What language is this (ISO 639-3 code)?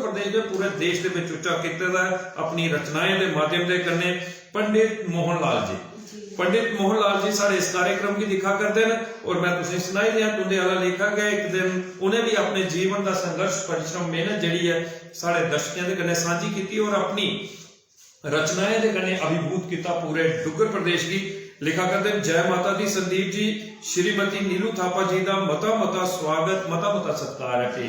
doi